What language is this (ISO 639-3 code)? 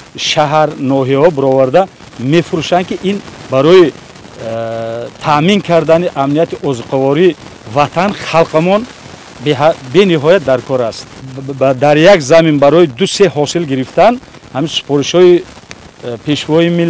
tgk